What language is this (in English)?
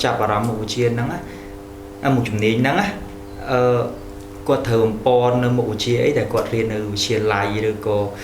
Khmer